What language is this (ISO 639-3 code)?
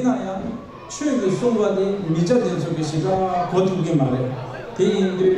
bod